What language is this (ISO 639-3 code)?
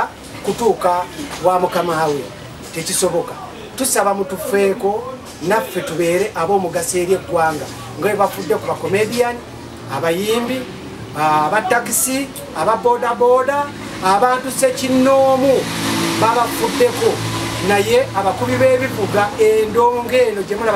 lug